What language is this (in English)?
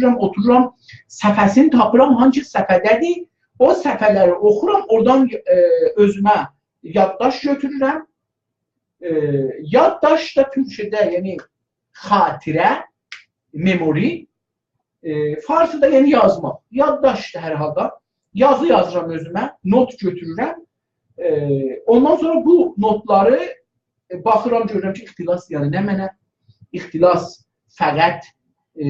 South Azerbaijani